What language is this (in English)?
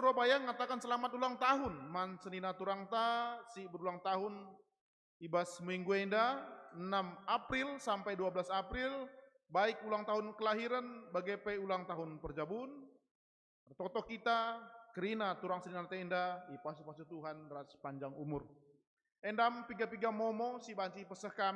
Batak Karo